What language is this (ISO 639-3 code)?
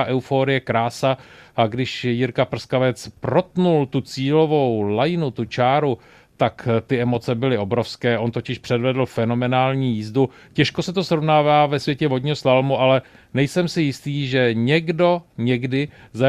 ces